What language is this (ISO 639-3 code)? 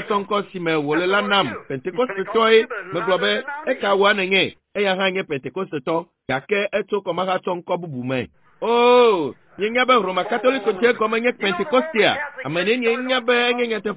ewe